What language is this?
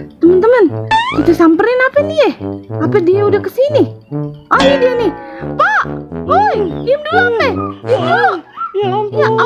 Betawi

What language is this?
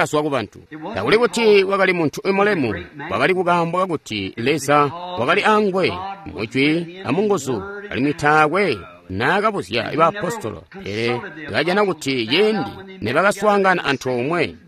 Tonga (Zambia)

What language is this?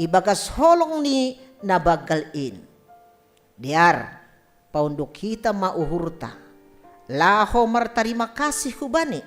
Batak Simalungun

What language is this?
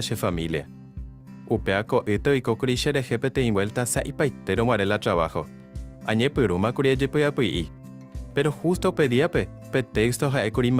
Guarani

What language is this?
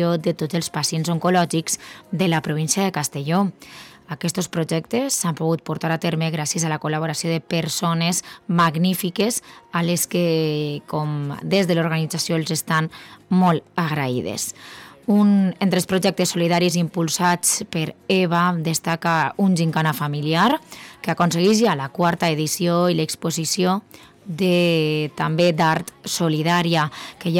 Catalan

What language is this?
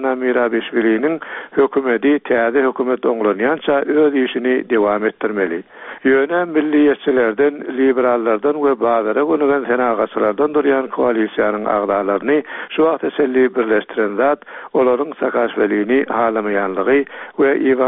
Turkmen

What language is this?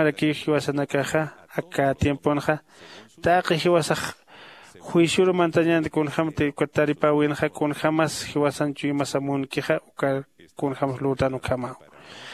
Aymara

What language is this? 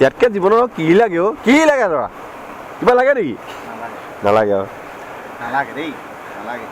Assamese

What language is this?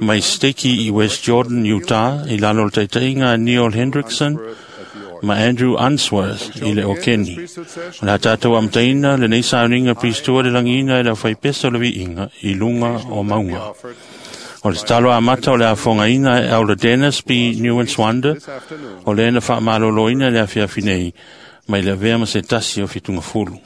Samoan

